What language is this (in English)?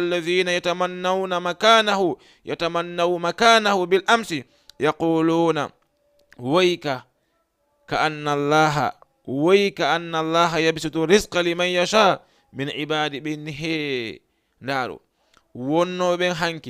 Fula